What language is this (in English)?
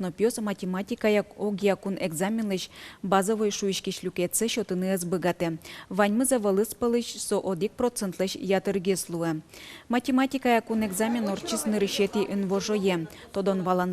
Udmurt